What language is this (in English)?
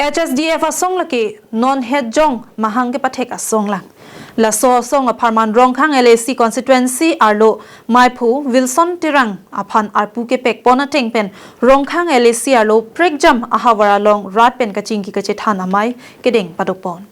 Karbi